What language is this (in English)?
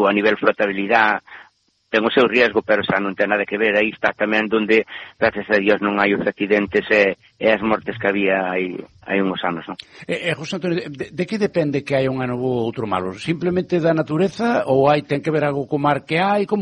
Galician